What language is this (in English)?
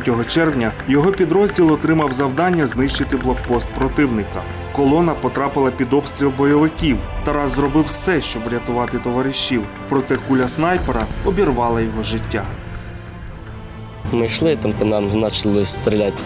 Ukrainian